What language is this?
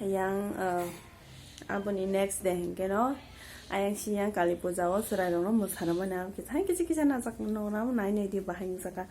Kok Borok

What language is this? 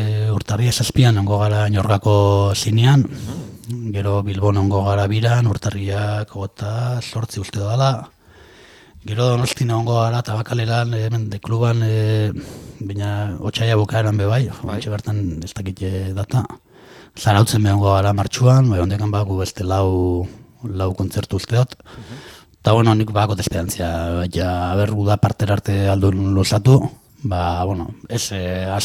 Basque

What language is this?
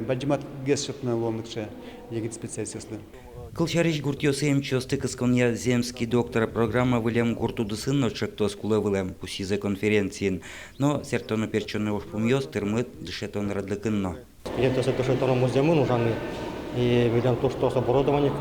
Udmurt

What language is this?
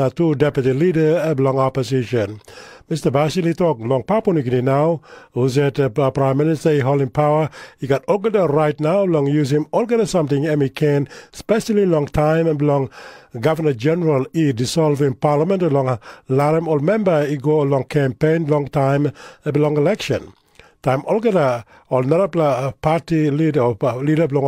Tok Pisin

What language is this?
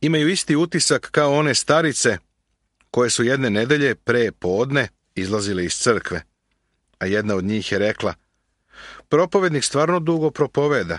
Serbian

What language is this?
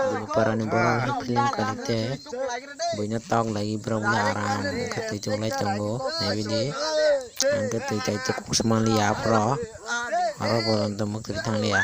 Kok Borok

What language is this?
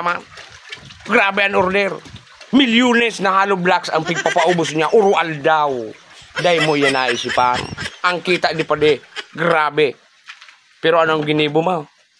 Bikol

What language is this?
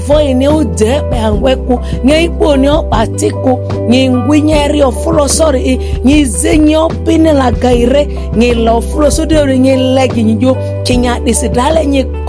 Ma'di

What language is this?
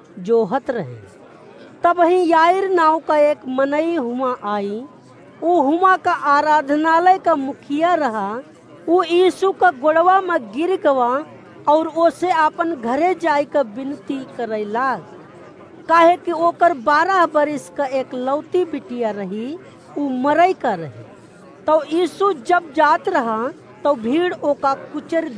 Awadhi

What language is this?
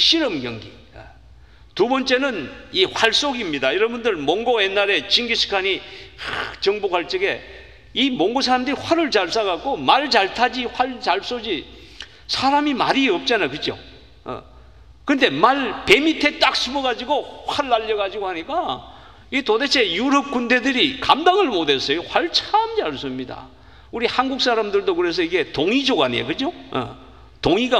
Korean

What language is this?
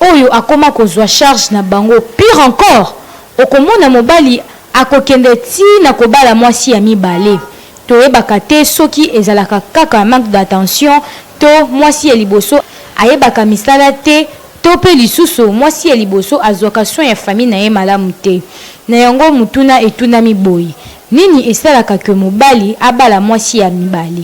Lingala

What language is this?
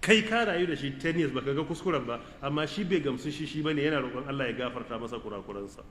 Hausa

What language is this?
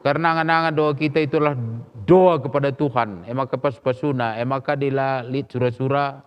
Batak Karo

